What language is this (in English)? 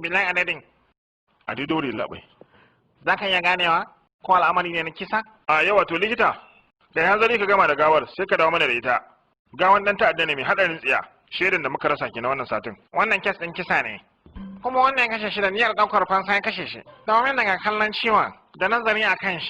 Hausa